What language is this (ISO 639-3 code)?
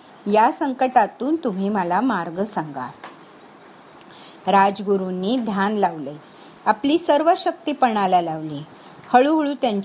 mar